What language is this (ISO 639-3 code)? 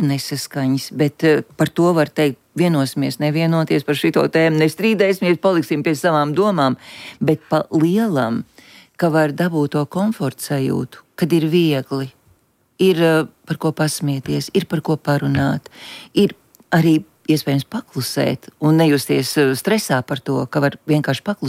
lav